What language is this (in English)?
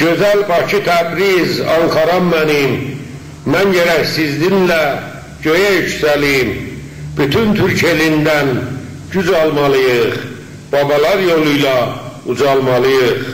South Azerbaijani